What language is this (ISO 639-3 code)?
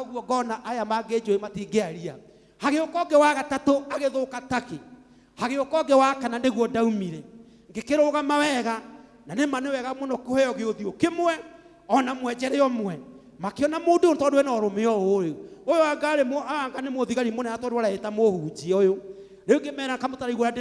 kik